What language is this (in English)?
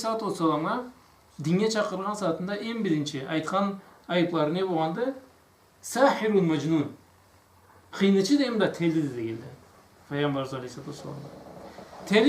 Karachay-Balkar